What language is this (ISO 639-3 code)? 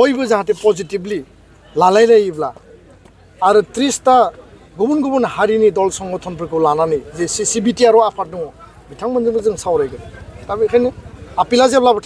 brx